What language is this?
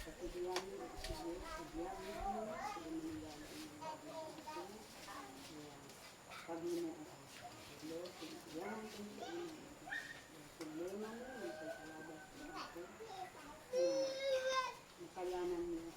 Isnag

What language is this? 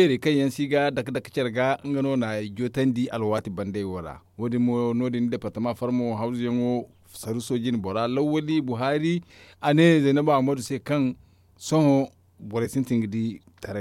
Zarma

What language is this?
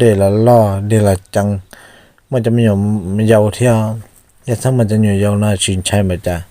Hmong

